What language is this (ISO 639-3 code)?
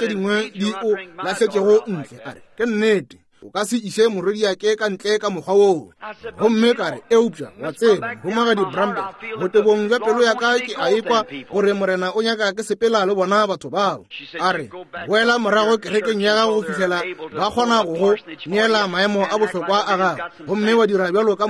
nso